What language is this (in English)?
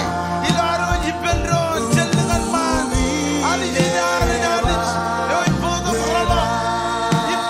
Marshallese